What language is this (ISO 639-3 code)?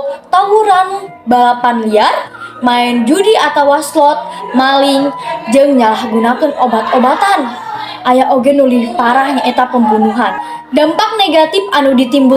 sun